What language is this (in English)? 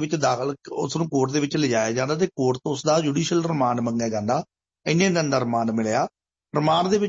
Punjabi